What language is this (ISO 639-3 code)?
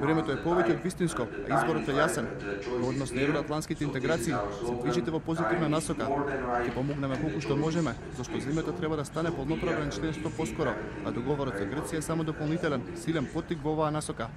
mkd